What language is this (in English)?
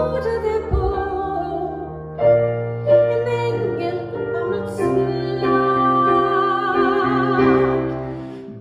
Swedish